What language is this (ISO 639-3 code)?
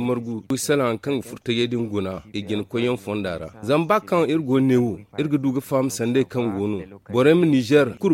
dje